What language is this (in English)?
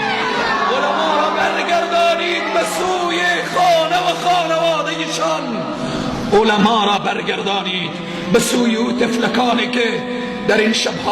Persian